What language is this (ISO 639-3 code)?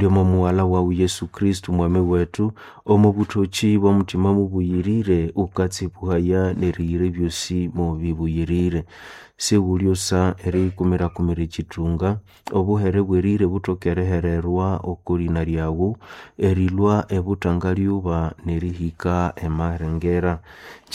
nnb